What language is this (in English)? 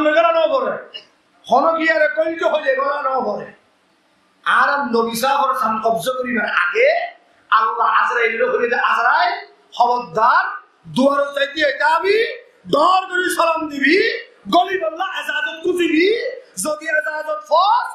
Rohingya